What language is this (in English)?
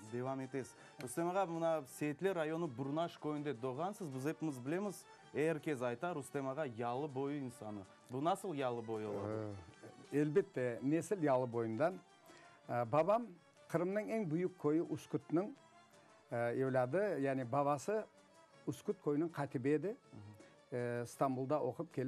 Crimean Tatar